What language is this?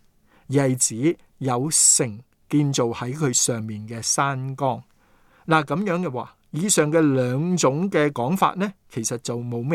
Cantonese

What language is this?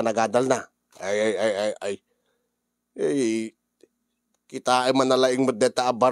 Iloko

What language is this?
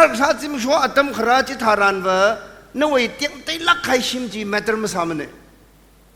Tangkhul Naga (India)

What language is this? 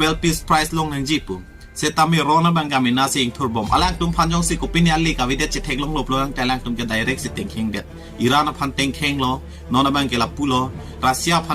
Karbi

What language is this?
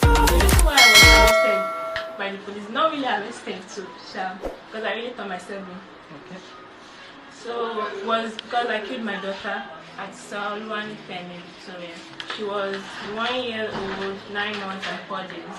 Nigerian Pidgin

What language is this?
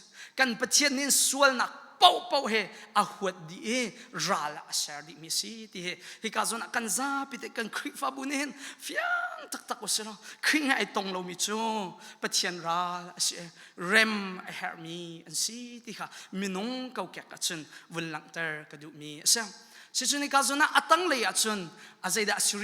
Hakha Chin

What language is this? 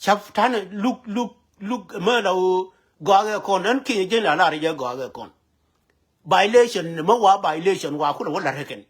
Nuer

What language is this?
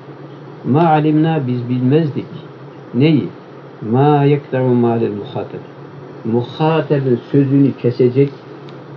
Turkish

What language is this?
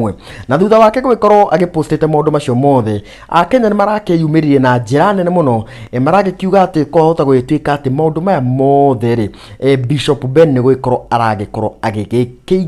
Kikuyu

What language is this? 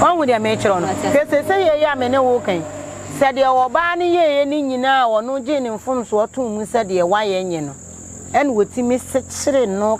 Akan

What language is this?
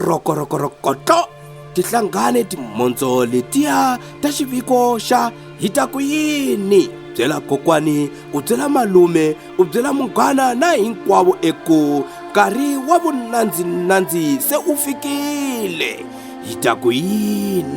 Tsonga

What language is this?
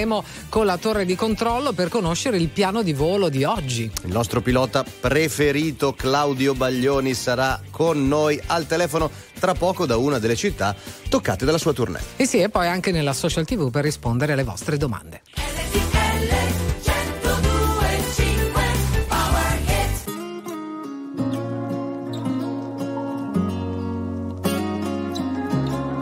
Italian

